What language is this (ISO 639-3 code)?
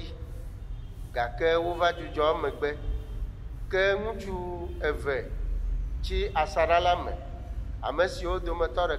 ewe